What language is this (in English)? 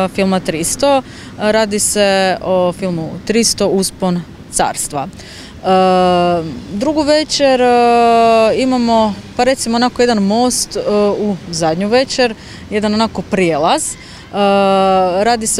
Croatian